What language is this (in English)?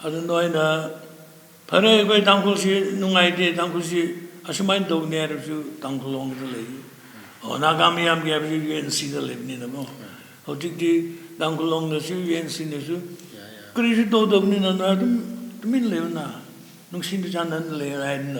Manipuri